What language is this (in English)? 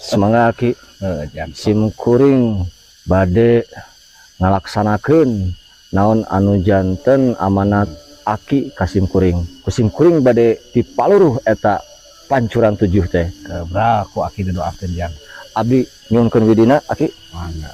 Sundanese